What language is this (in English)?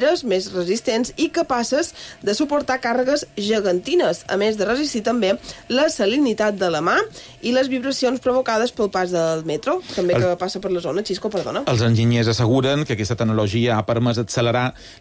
Catalan